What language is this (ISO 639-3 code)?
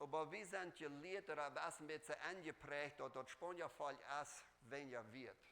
pdt